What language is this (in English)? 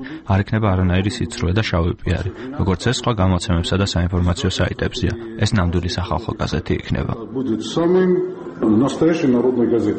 Georgian